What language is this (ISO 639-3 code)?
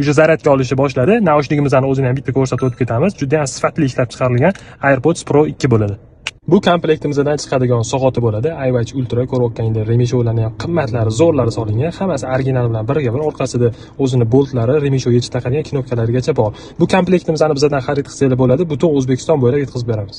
uzb